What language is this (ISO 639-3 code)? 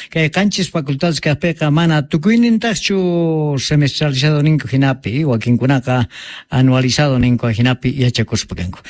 quh